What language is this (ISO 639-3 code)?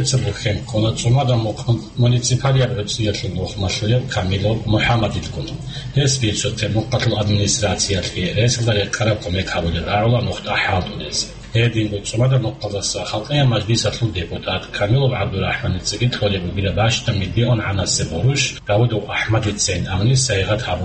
ava